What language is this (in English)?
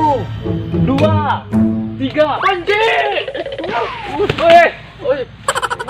Minangkabau